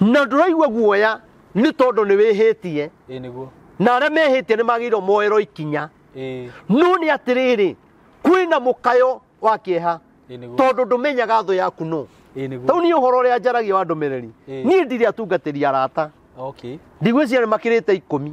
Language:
Kikuyu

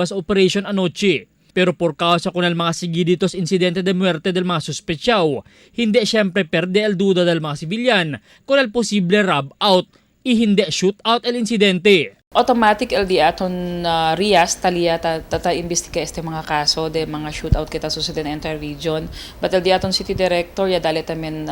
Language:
Chavacano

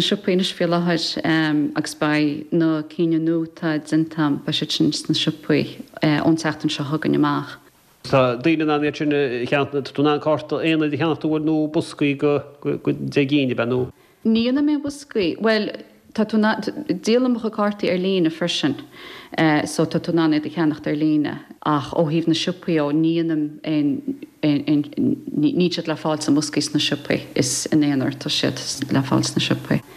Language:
Irish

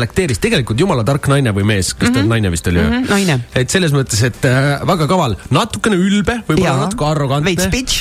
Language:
Estonian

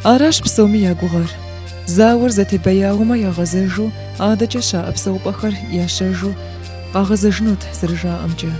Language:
Kabardian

